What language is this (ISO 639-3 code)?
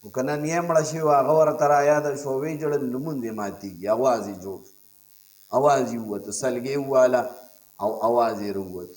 pus